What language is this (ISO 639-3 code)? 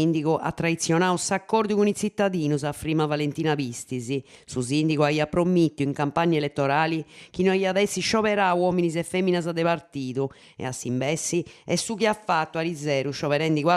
srd